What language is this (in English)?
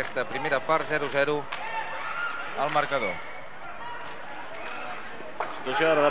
Catalan